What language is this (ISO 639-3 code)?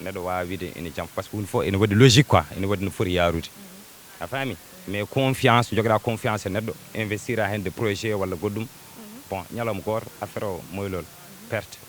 ful